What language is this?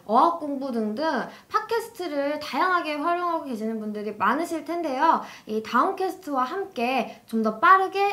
Korean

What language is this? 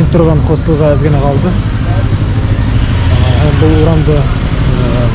Bashkir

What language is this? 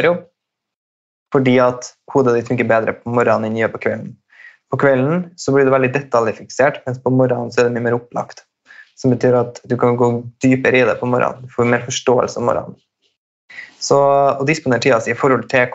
Norwegian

